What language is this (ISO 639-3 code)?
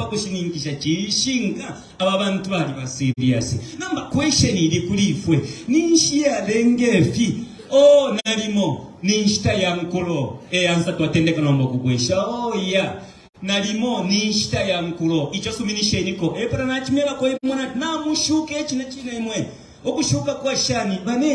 bem